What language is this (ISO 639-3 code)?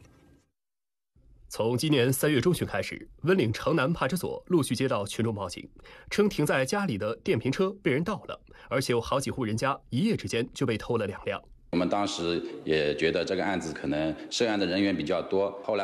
zho